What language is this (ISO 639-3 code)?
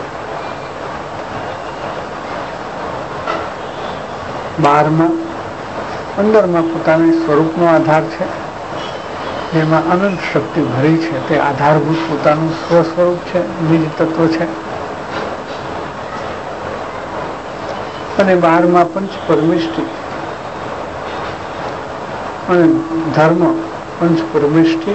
guj